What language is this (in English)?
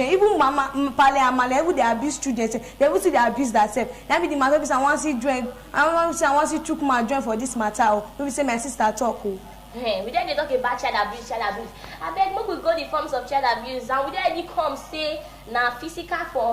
Nigerian Pidgin